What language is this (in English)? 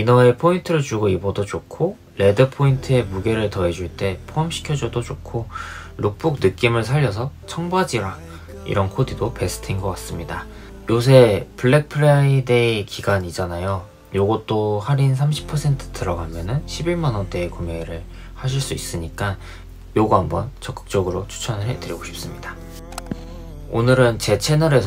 Korean